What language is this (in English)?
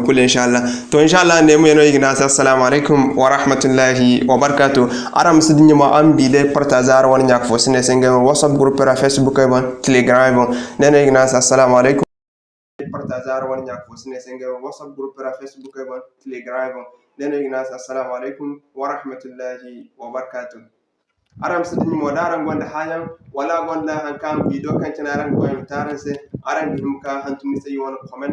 Zarma